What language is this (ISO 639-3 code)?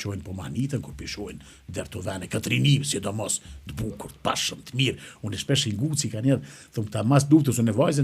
sqi